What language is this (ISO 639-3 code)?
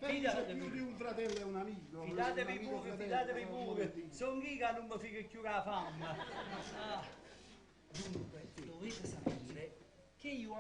nap